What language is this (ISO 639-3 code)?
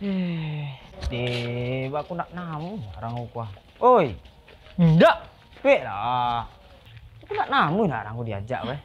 min